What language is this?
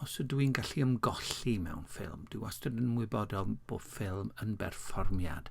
Welsh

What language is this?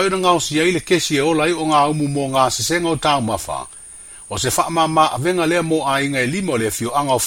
Samoan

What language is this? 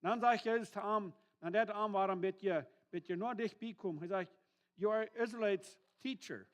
Plautdietsch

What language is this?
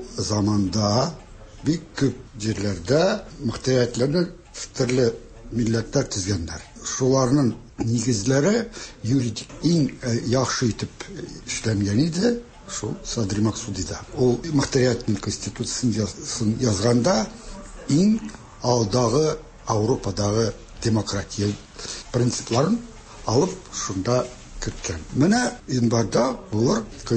Tatar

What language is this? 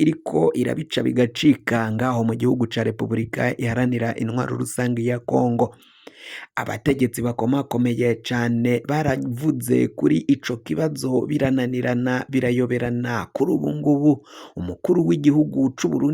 Rundi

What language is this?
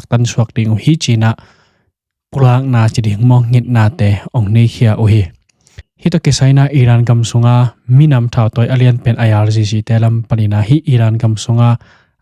Tedim Chin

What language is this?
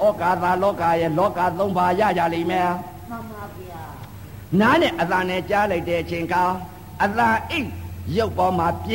Burmese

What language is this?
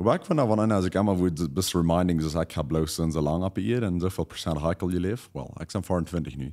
Plautdietsch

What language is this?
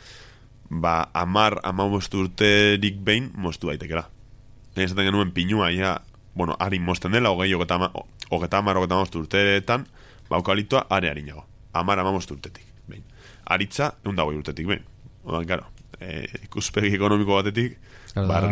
Basque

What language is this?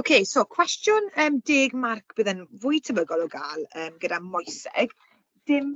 Welsh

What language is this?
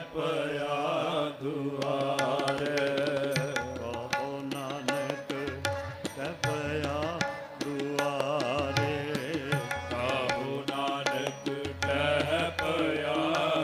Punjabi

